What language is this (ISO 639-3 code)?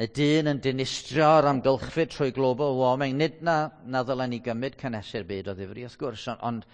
cym